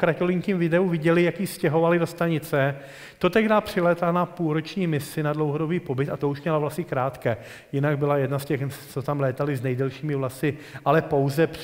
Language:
Czech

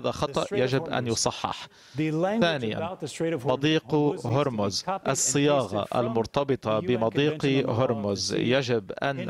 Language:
Arabic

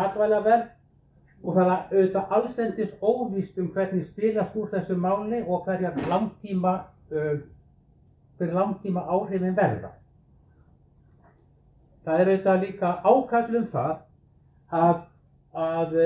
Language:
Icelandic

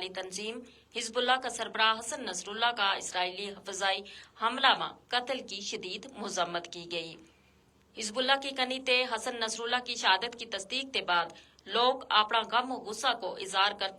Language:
Gujari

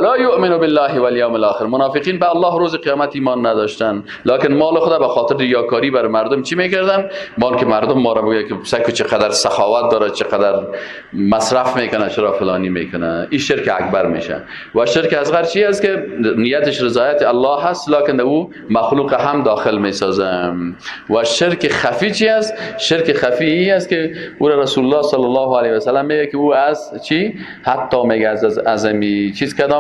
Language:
Persian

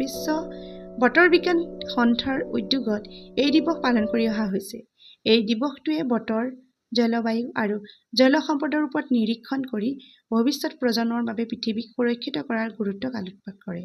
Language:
Assamese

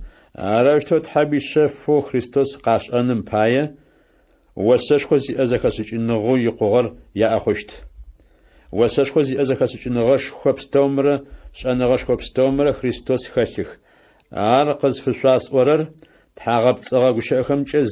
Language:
Adyghe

